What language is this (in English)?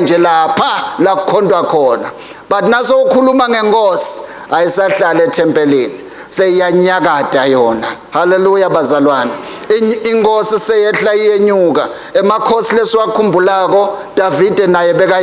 Swati